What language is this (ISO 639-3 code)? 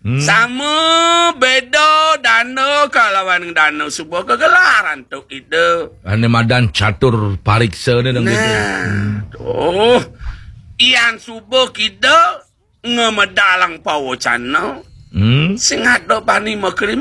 ban